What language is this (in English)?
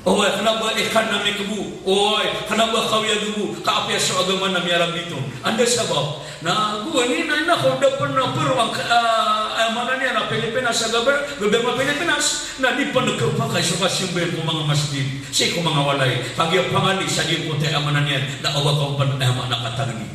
Maranao